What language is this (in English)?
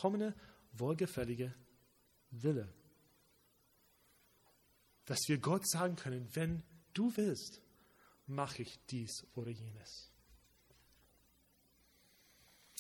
German